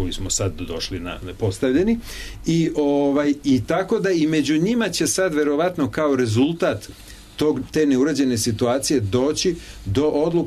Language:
Serbian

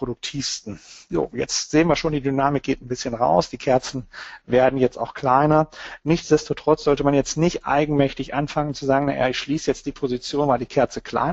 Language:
German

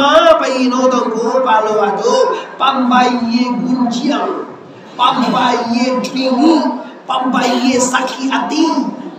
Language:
Minangkabau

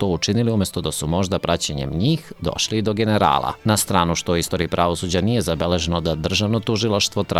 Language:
Serbian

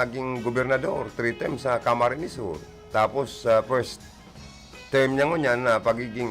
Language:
Bikol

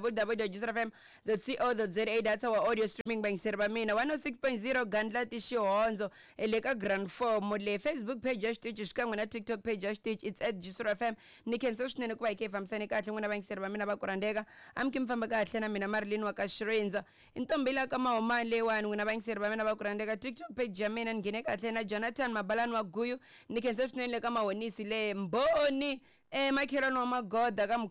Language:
Tsonga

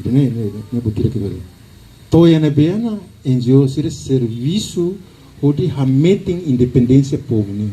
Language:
Tetum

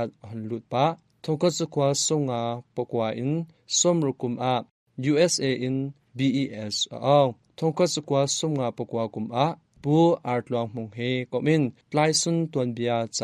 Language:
Hakha Chin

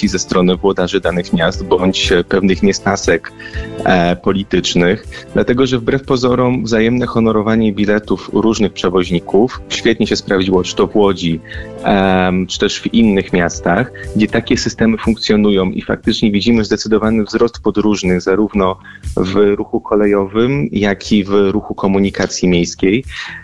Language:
Polish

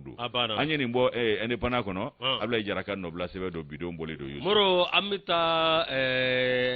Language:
Bambara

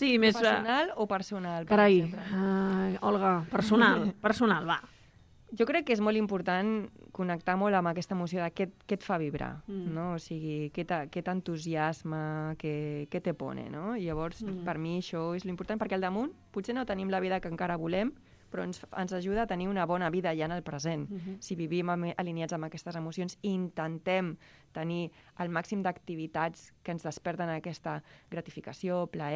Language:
Catalan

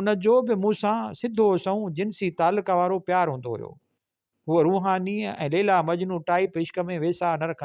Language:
Sindhi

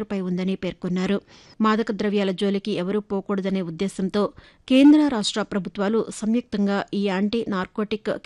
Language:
Telugu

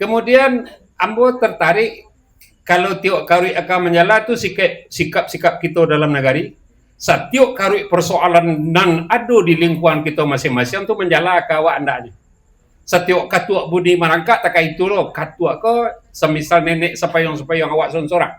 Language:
Minangkabau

